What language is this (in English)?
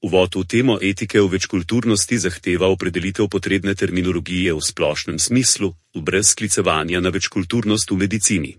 Slovenian